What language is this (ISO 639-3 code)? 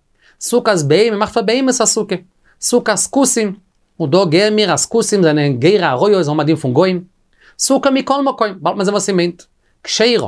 yid